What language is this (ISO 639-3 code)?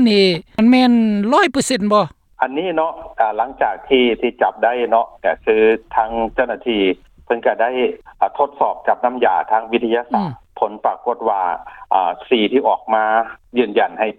lao